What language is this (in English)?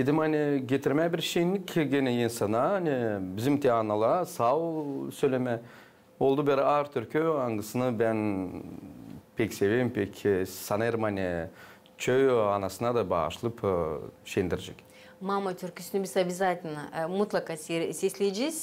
Gagauz